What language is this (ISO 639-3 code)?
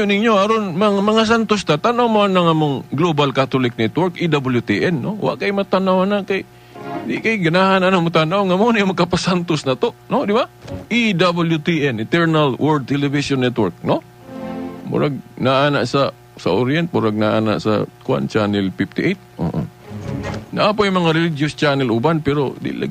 ceb